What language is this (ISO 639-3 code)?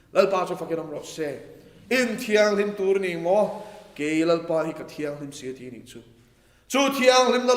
lus